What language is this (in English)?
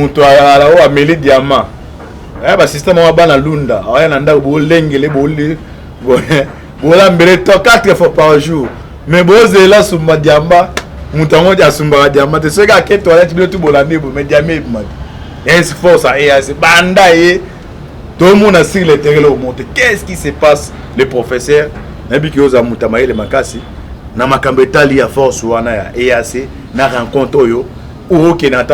Lingala